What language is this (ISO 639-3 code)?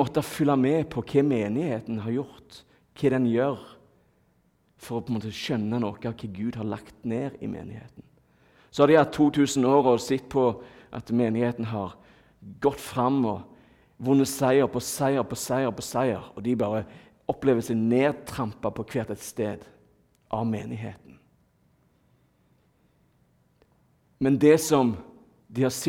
nor